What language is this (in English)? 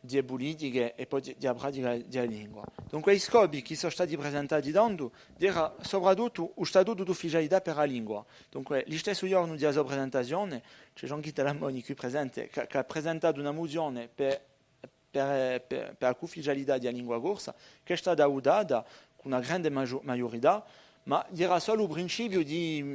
Corsican